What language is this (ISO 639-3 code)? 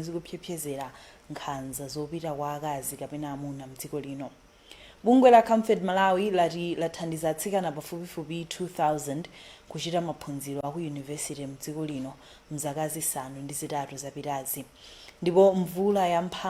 nya